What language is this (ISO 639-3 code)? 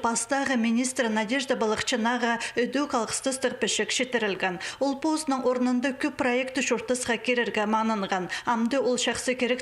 kjh